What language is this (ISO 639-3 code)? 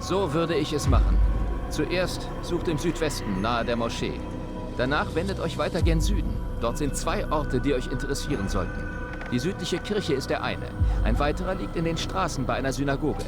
bar